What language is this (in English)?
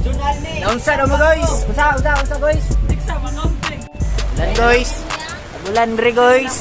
Cebuano